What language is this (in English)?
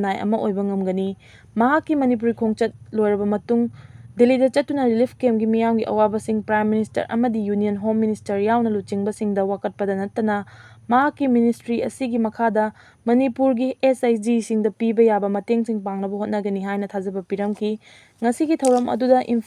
Manipuri